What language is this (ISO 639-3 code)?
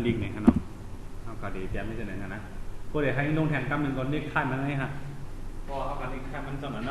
shn